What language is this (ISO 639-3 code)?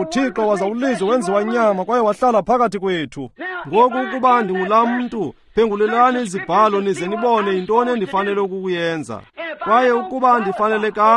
xho